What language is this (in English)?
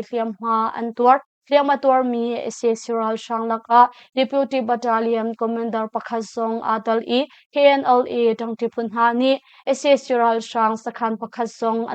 Hakha Chin